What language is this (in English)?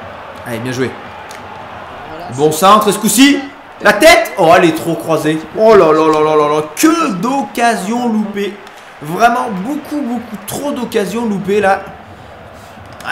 French